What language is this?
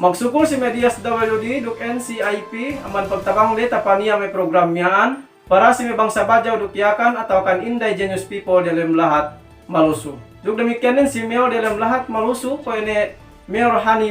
Yakan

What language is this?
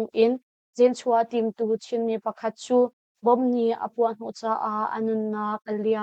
Hakha Chin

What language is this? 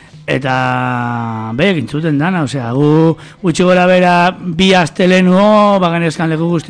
Basque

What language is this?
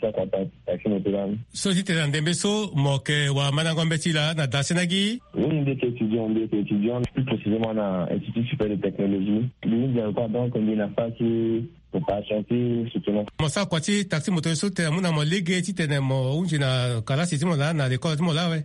Sango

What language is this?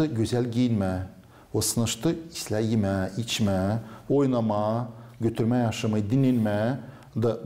Gagauz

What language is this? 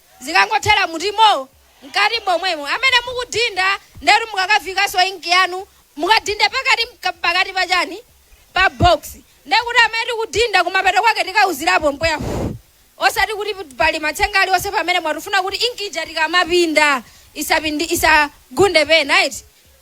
Nyanja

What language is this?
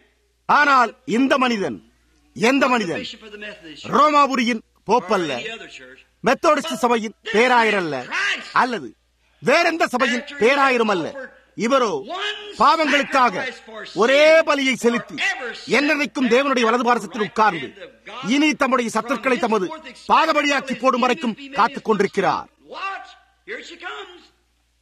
Tamil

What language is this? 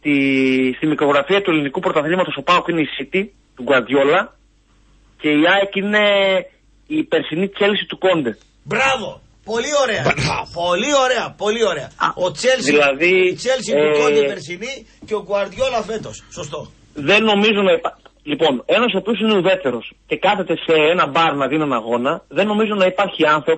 Greek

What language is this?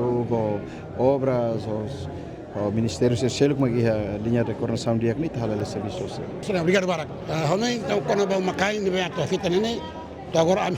Tetum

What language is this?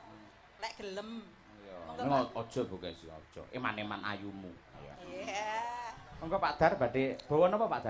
Javanese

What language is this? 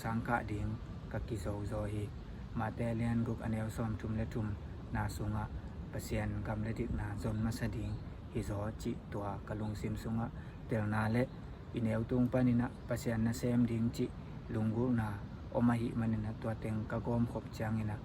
Tedim Chin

